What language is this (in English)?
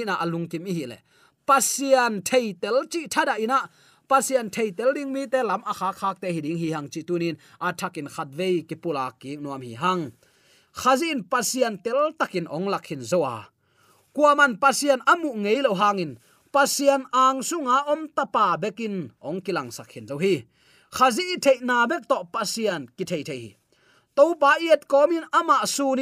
Tedim Chin